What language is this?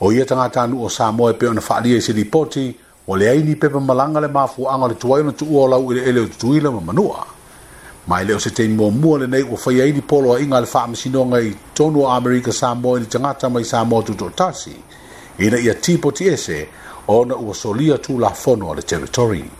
Samoan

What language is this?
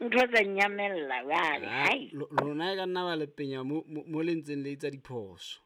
Southern Sotho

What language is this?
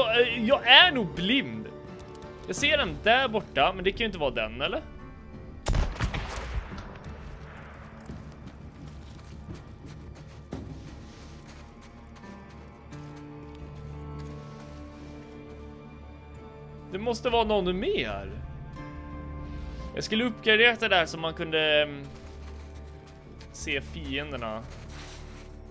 Swedish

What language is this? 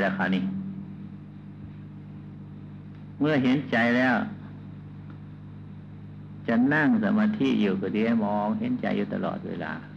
Thai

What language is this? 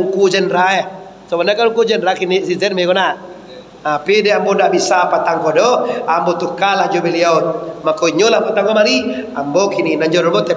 Minangkabau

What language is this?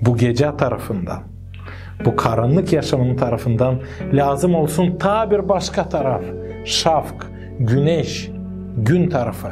Gagauz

